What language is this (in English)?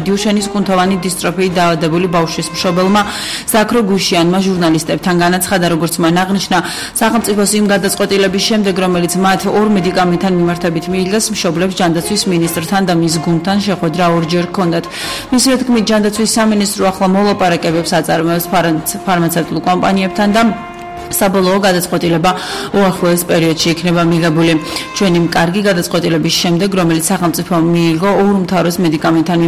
Georgian